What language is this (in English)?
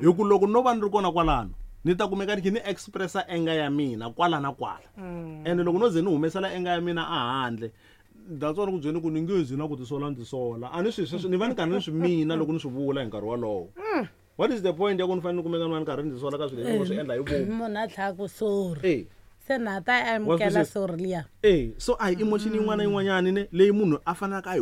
Tsonga